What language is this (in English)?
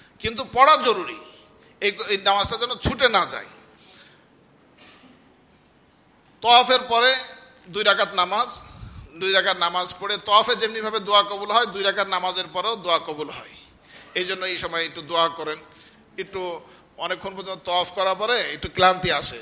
Bangla